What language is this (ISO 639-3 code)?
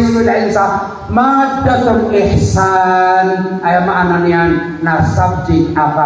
mrw